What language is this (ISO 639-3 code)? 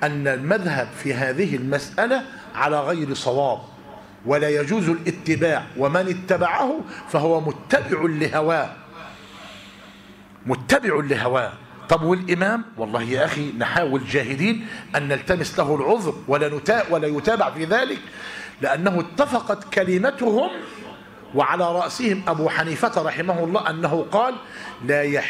ara